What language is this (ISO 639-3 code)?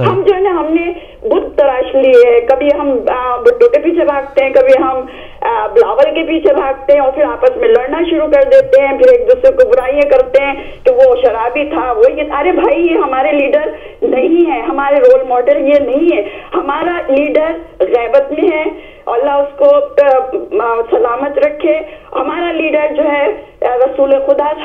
urd